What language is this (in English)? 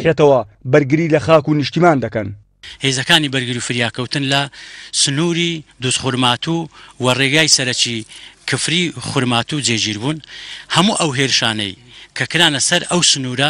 Central Kurdish